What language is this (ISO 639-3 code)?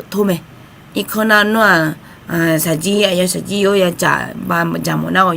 ahk